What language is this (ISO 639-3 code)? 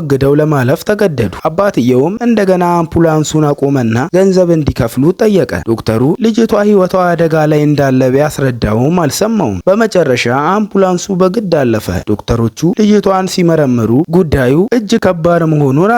amh